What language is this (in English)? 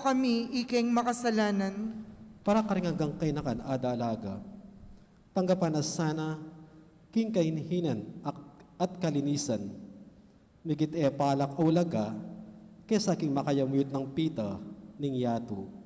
Pampanga